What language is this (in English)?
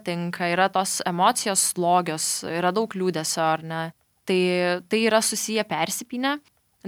Lithuanian